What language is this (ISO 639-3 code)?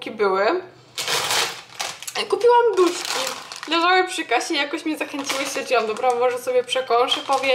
pol